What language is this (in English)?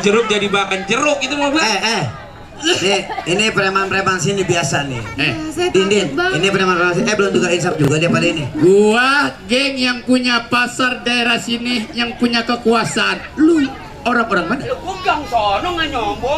Betawi